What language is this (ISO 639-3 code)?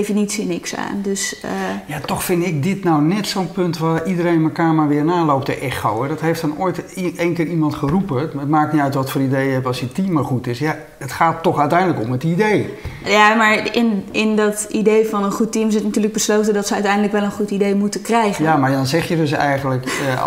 nld